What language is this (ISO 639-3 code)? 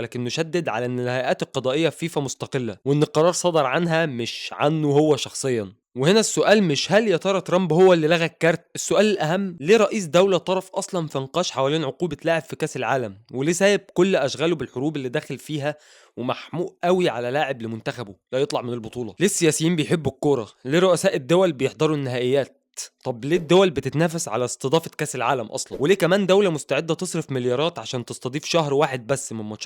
arz